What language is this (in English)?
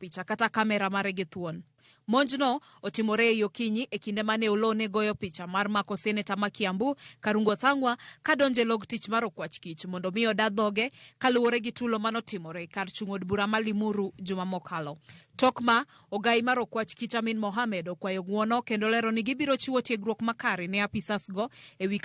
Luo (Kenya and Tanzania)